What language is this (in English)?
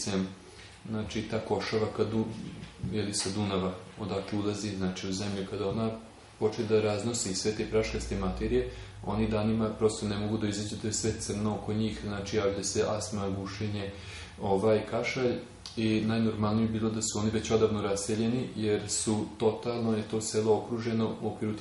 Serbian